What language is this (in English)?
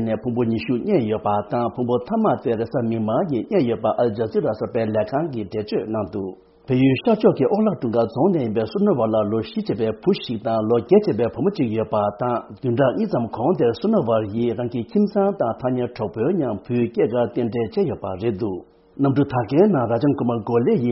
Tibetan